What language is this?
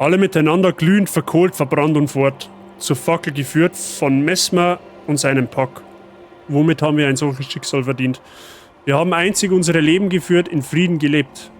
Bavarian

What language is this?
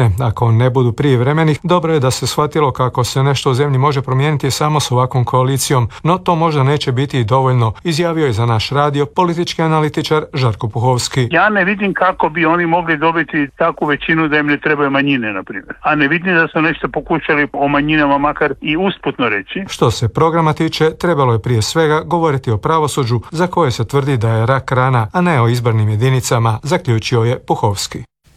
Croatian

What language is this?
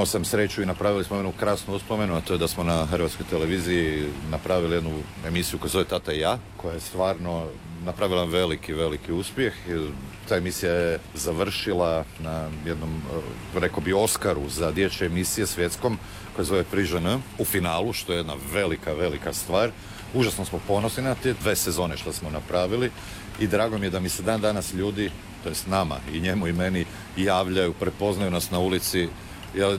Croatian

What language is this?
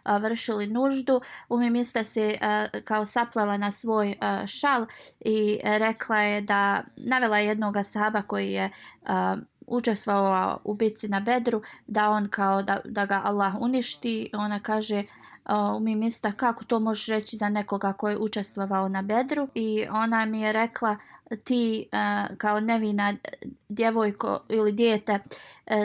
Bosnian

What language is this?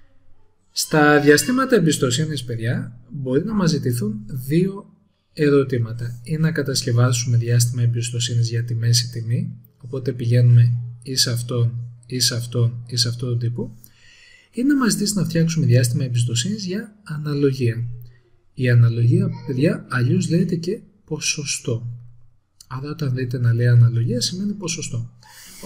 Greek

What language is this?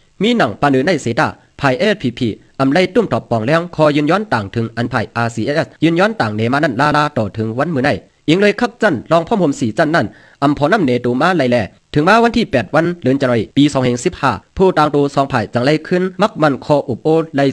Shan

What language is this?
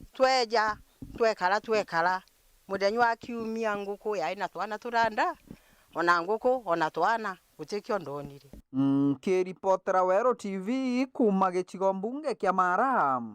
Meru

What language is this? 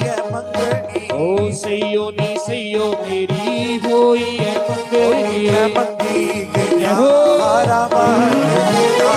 Dogri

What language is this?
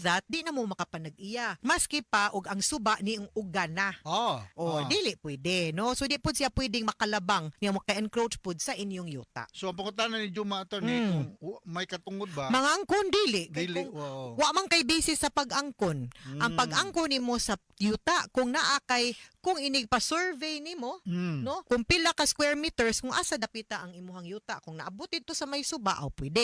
Cebuano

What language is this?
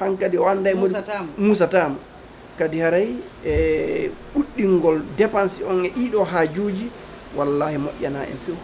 Fula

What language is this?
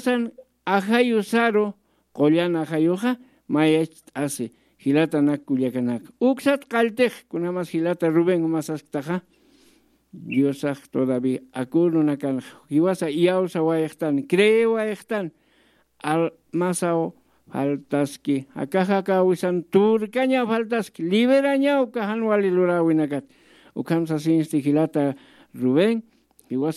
Aymara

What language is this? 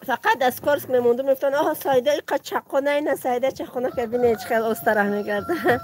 Tajik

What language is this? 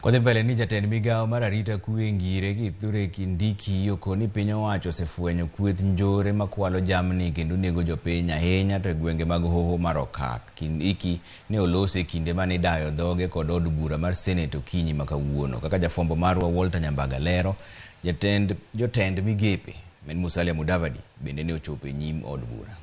Luo (Kenya and Tanzania)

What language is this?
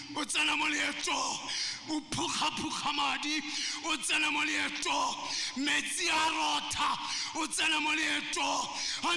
Tswana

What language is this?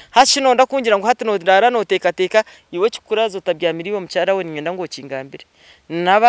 Nyankole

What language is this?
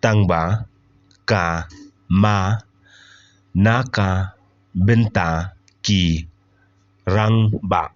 Khasi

